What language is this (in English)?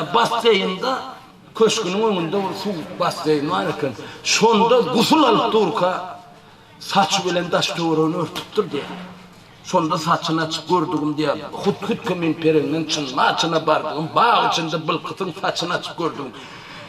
Turkmen